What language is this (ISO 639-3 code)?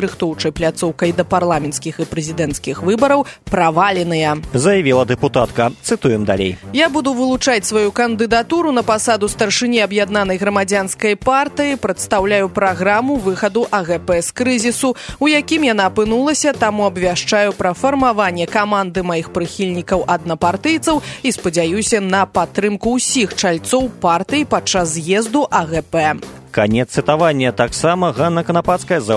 bel